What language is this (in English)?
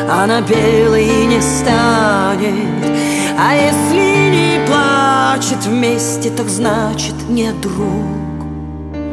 Russian